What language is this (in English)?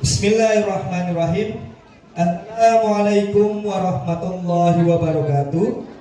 Betawi